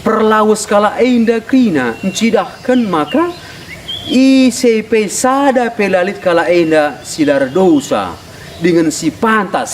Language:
Batak Karo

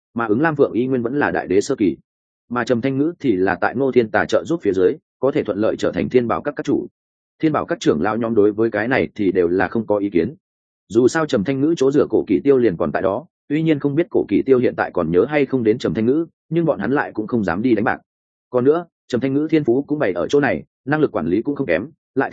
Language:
Vietnamese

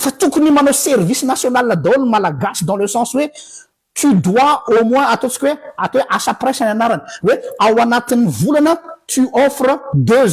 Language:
Malagasy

